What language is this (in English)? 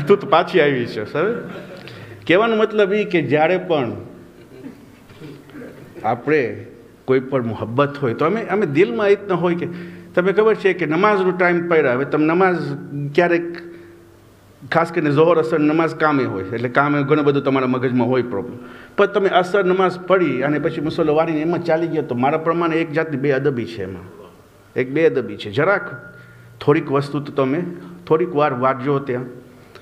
Gujarati